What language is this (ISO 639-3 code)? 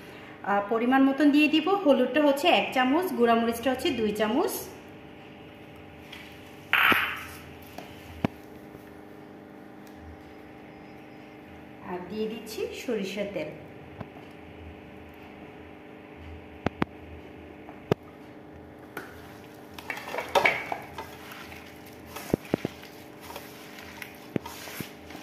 ben